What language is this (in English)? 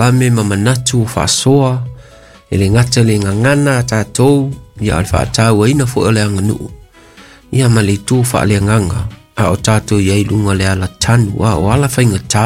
Samoan